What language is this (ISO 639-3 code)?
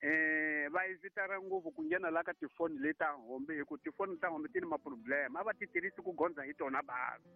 tso